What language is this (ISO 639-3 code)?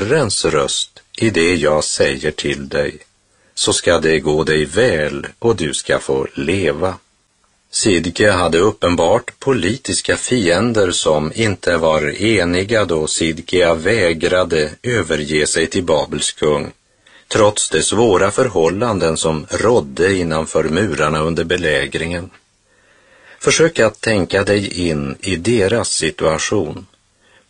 swe